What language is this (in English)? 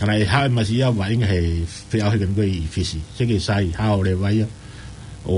Tongan